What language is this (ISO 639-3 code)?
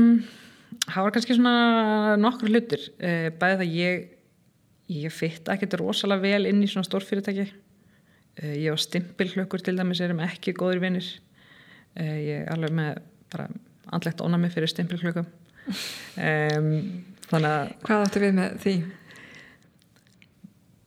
isl